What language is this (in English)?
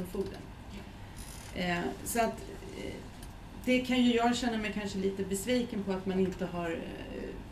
Swedish